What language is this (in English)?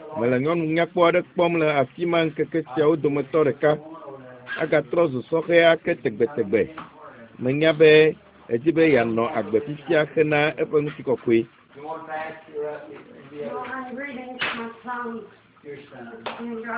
Ewe